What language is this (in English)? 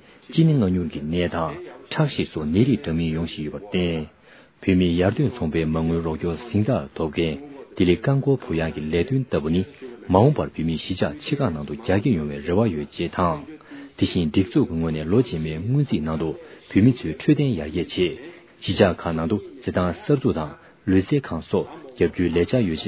Tibetan